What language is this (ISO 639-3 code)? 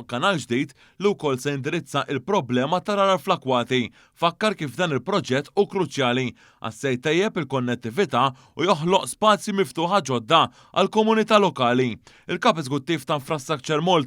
mlt